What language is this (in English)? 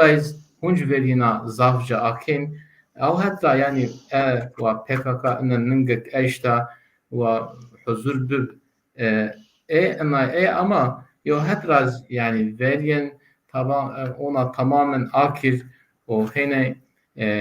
Zaza